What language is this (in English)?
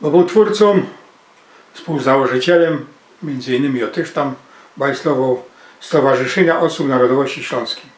Silesian